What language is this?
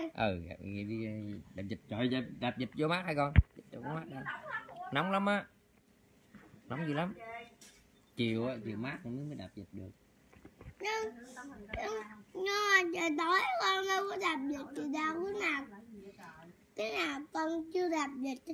Vietnamese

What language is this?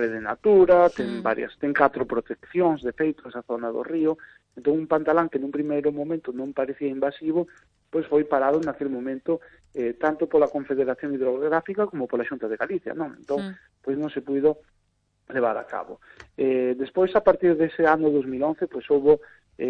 Galician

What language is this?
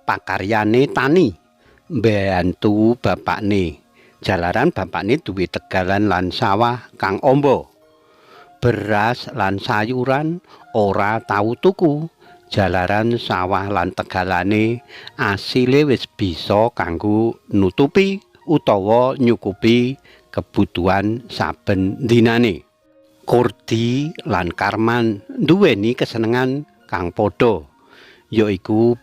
Javanese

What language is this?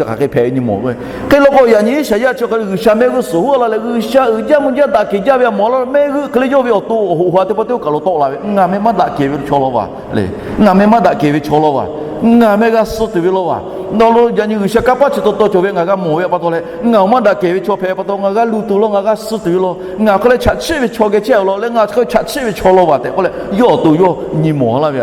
Lahu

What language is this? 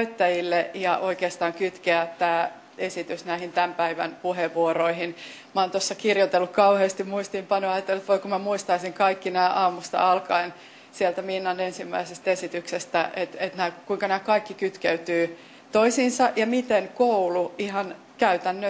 Finnish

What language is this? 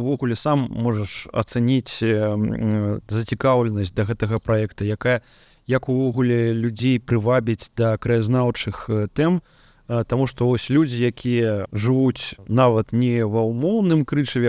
Belarusian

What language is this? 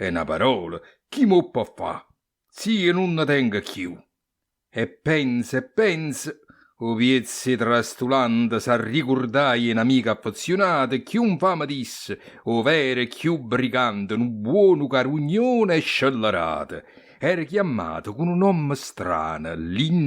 Neapolitan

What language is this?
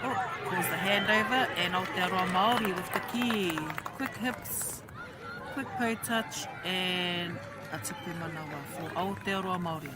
Māori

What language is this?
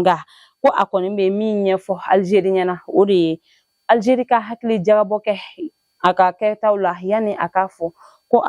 Bambara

